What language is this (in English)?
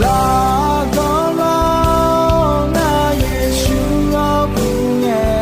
Akha